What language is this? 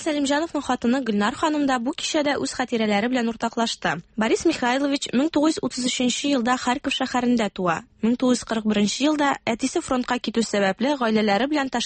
Tatar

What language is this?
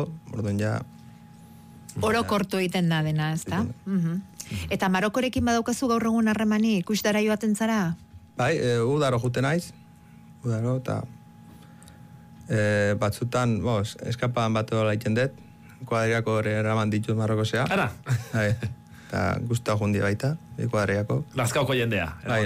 Basque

